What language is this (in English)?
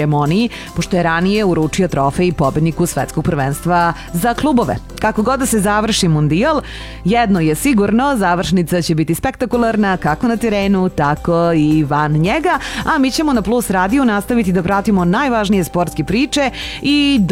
Serbian